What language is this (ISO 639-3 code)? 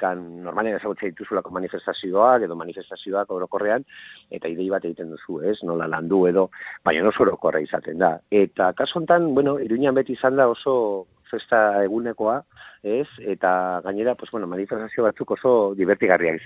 eus